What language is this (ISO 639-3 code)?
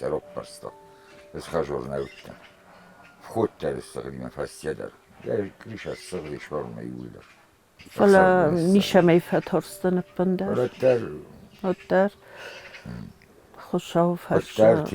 oss